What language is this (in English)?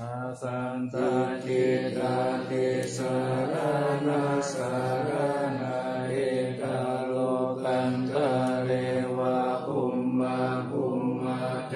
Pali